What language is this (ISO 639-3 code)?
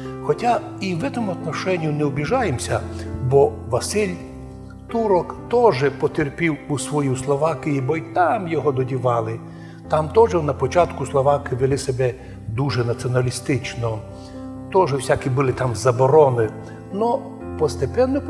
rue